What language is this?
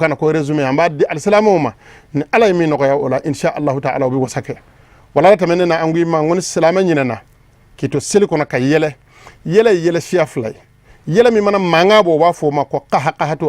Bambara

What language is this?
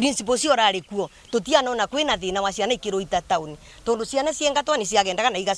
Meru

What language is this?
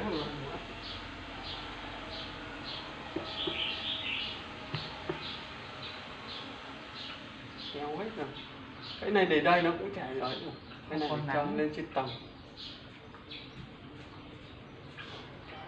Vietnamese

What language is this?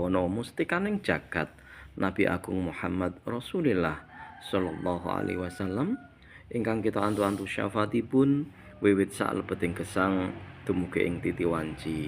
Javanese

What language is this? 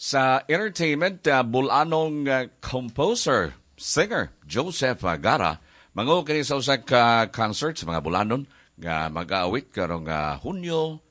Cebuano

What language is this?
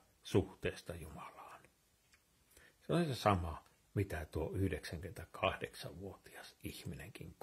Finnish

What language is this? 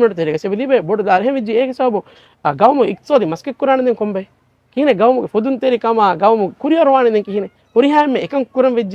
Divehi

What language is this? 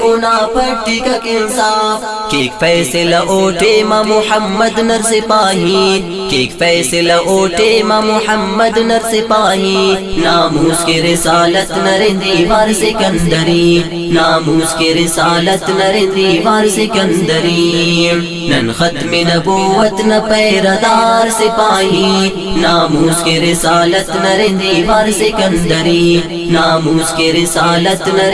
Brahui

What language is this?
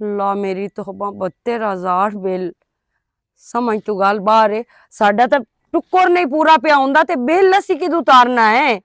Western Panjabi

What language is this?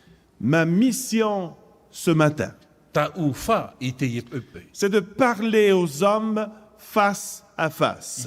Tahitian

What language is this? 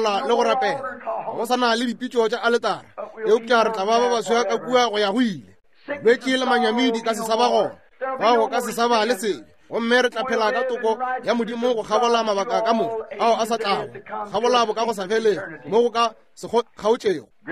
Northern Sotho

